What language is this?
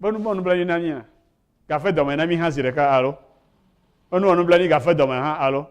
Ewe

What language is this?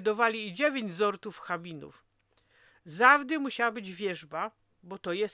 Silesian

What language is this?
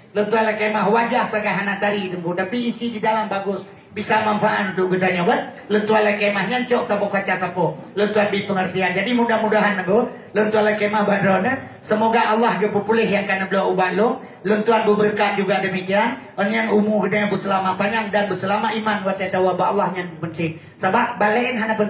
Achinese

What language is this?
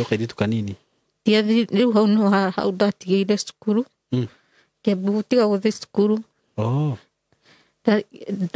Kikuyu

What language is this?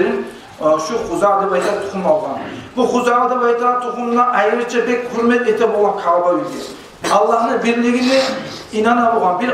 Kumyk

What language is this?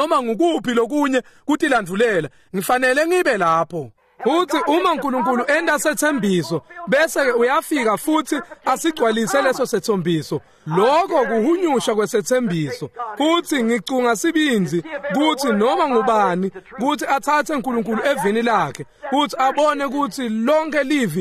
Swati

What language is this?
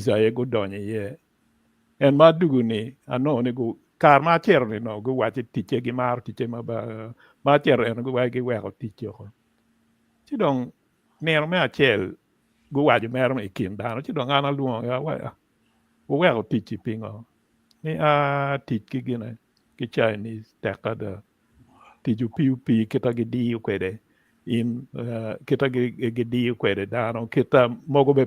Acoli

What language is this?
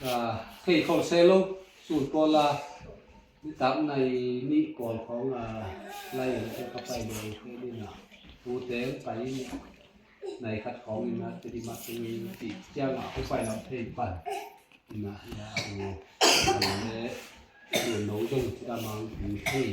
Tedim Chin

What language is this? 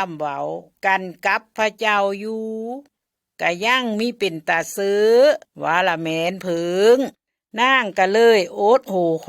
Lao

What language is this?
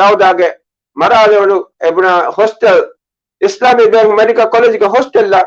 Divehi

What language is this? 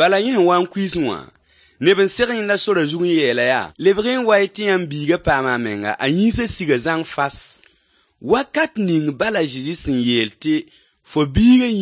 Mossi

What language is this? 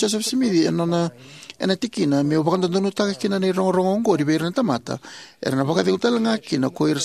Fijian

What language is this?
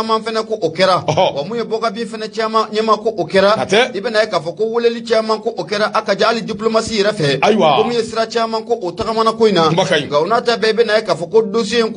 Bambara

